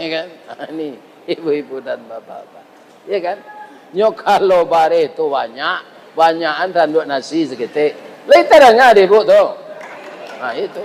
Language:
Minangkabau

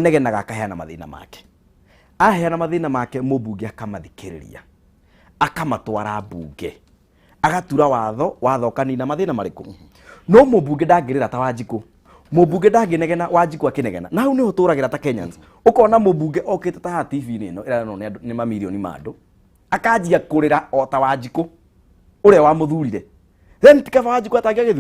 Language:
Kikuyu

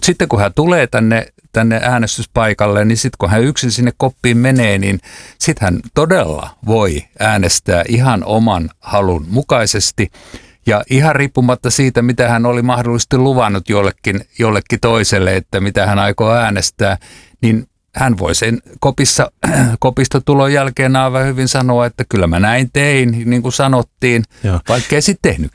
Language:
Finnish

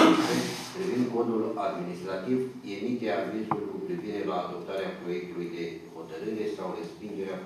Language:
Romanian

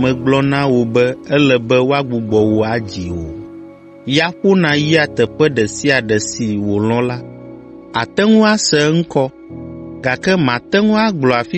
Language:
Ewe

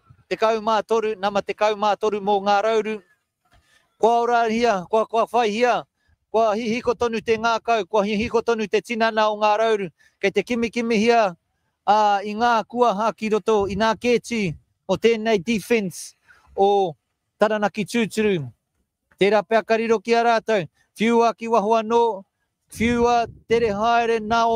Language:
Māori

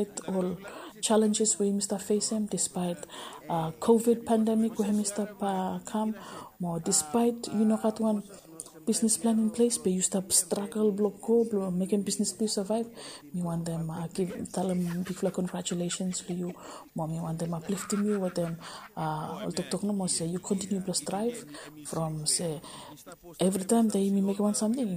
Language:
Bislama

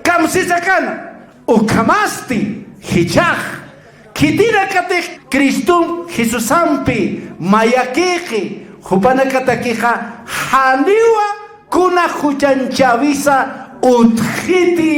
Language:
Aymara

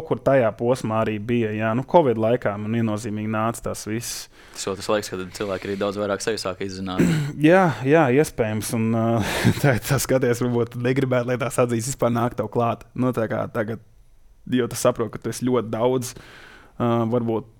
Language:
Latvian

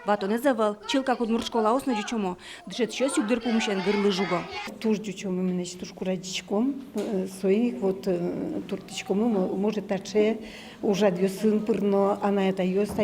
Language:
Udmurt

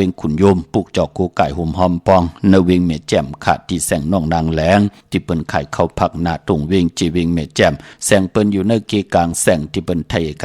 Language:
Shan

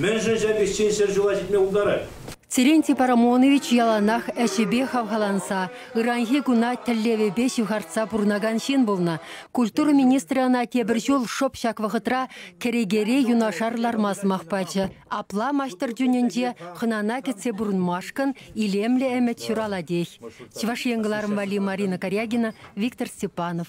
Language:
Chuvash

